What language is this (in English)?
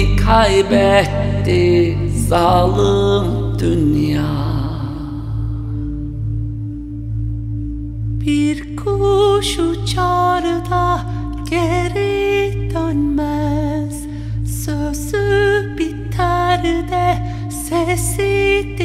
Turkish